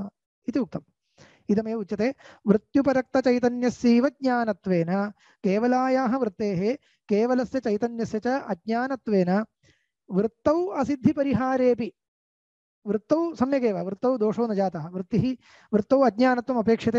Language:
Sanskrit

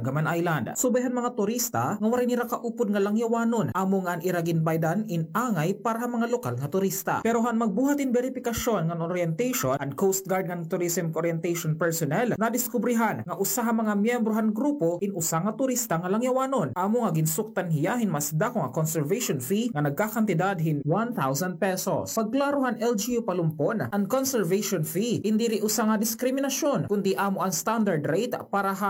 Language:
Waray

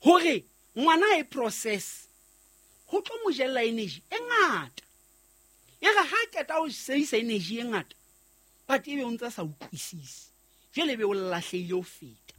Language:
Southern Sotho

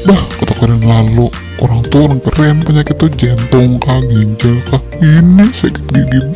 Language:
Banjar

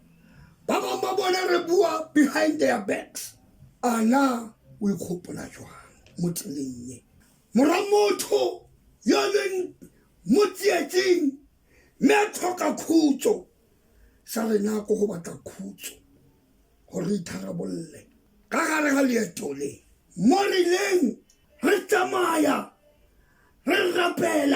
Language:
Tswana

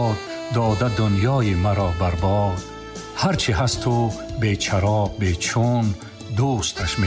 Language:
Tajik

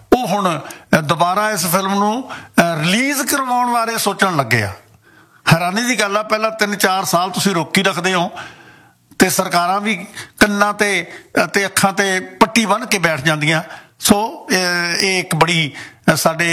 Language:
Punjabi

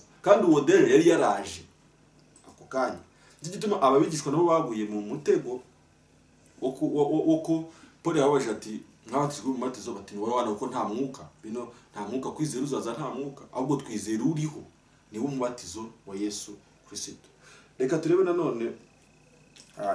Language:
Kinyarwanda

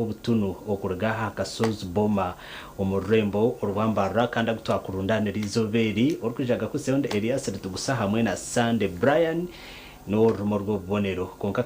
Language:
Nyankole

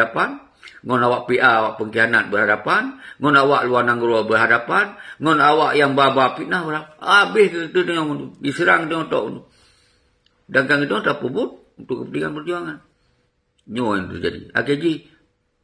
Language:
Achinese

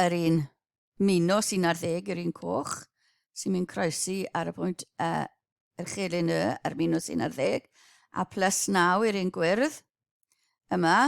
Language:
Welsh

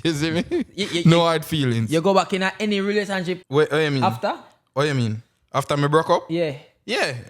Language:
Jamaican Creole English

